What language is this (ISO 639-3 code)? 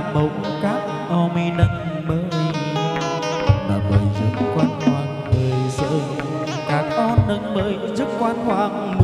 vie